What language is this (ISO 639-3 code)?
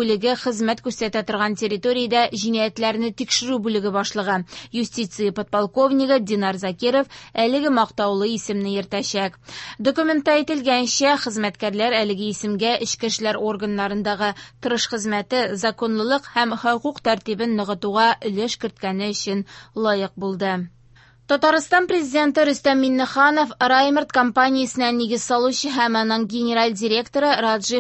tat